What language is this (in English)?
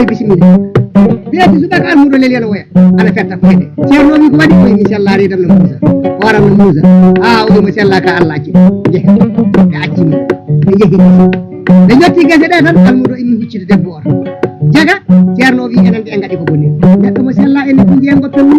Fula